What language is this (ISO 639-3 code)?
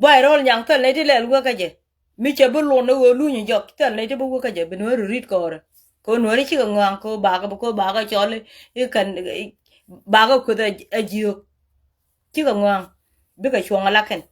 nus